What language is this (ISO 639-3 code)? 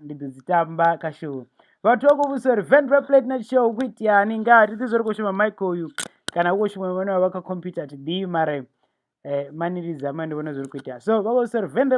ven